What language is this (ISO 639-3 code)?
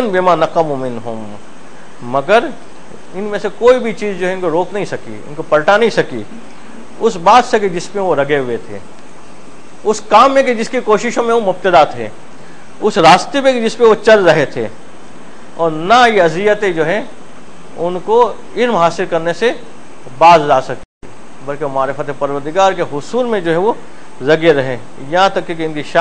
urd